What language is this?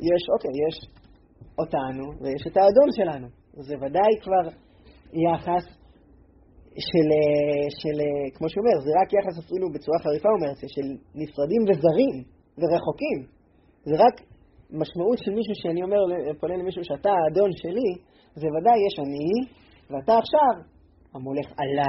Hebrew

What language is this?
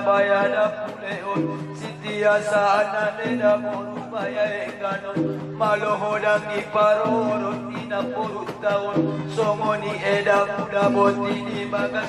Batak Angkola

